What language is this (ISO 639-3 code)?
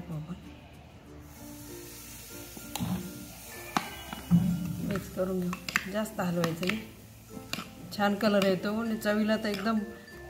mar